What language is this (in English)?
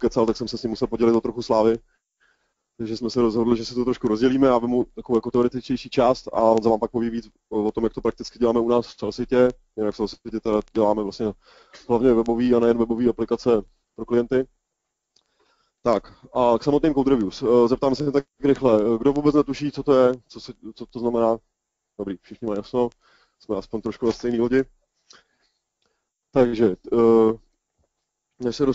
Czech